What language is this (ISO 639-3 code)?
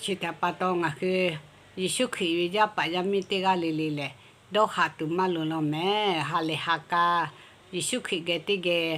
lhu